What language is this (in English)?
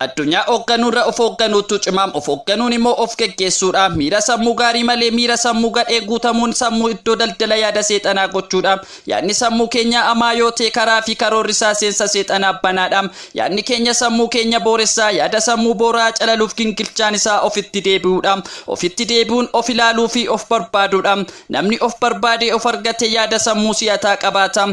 Oromo